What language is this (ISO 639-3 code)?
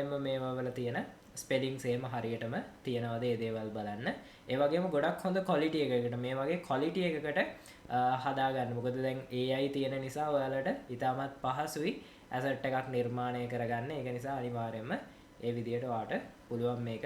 sin